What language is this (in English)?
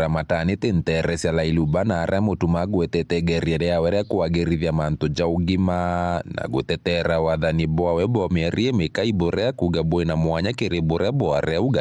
Meru